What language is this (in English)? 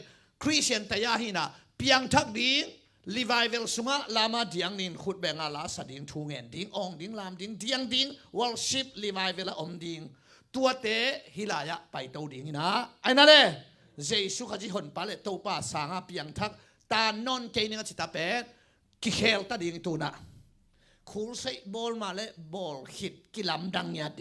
Tedim Chin